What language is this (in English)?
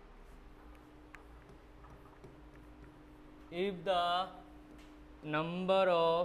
Bangla